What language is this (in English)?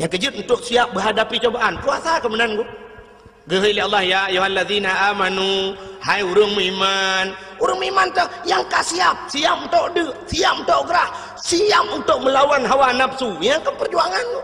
Achinese